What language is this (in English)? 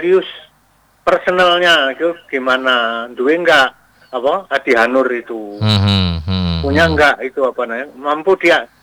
Indonesian